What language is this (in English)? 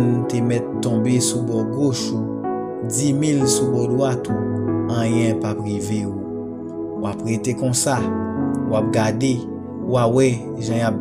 Haitian Creole